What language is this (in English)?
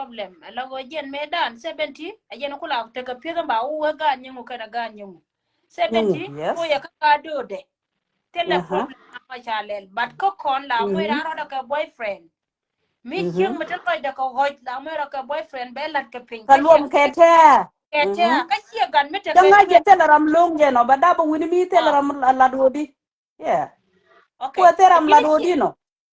Nuer